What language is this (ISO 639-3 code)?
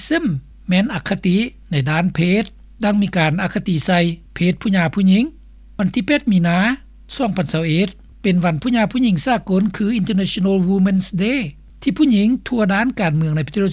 lao